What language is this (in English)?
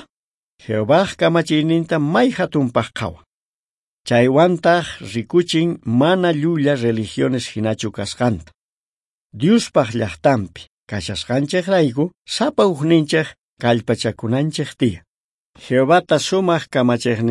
South Bolivian Quechua